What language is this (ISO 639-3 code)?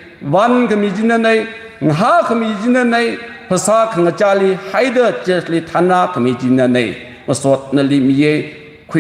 nmf